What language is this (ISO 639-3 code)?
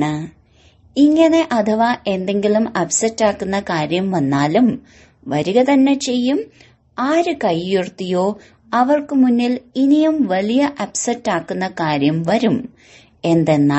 mal